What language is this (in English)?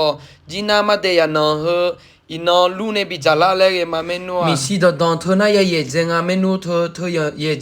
Akha